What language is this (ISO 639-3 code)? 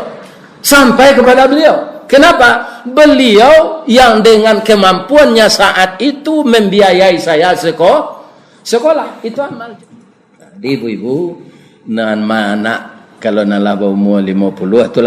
min